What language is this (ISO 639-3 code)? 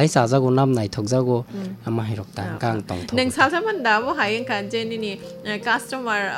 trp